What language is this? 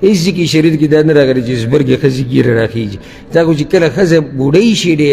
Pashto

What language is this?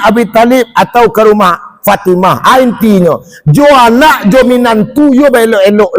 Minangkabau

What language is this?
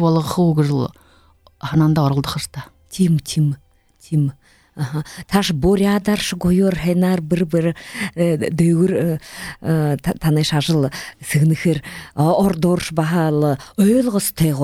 Buriat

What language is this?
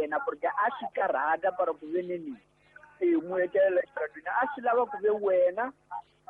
Tsonga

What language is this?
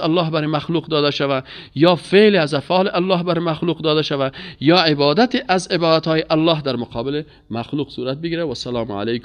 Persian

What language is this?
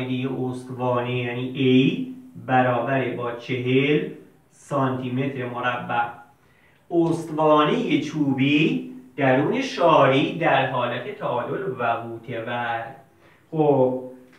Persian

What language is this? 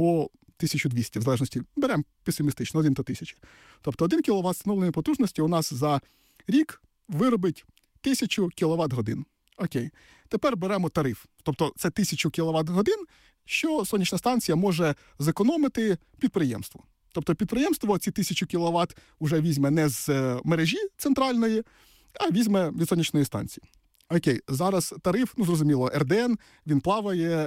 Ukrainian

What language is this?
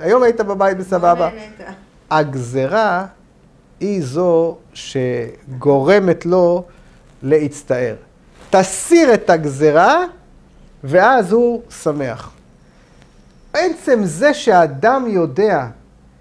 Hebrew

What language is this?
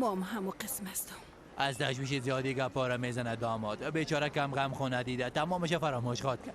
Persian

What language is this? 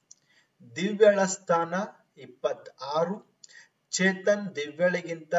Kannada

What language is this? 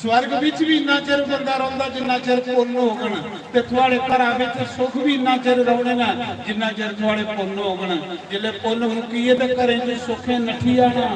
Dogri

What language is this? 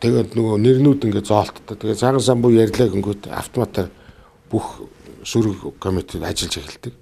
Mongolian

